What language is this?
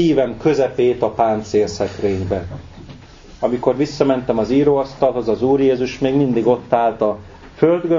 Hungarian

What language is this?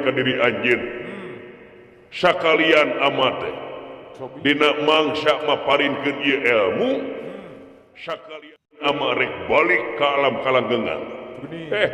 Sundanese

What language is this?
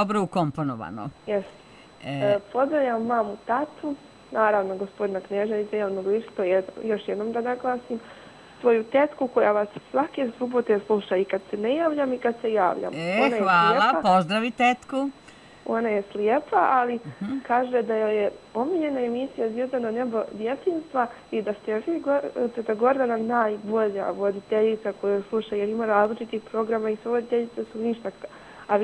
Serbian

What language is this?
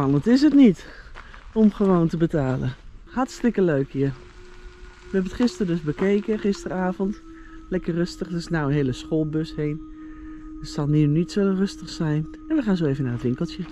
Dutch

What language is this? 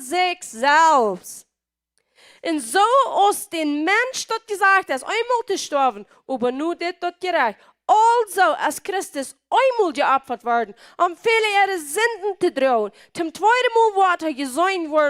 Plautdietsch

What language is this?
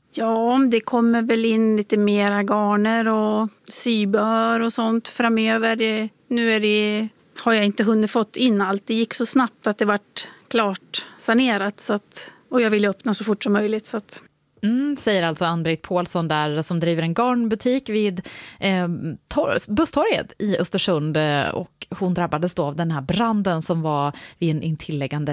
Swedish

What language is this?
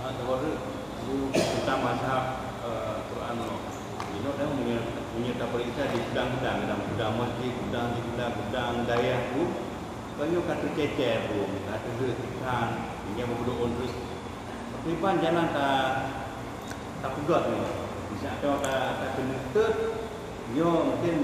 Achinese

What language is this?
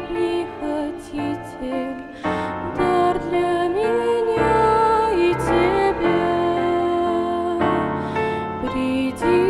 Russian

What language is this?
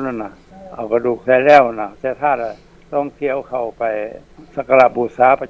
Lao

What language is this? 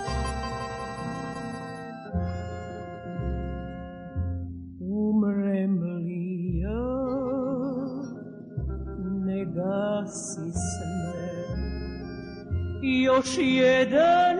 Serbian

